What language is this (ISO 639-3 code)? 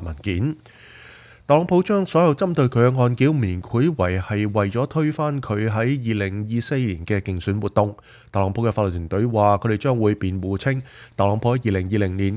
yue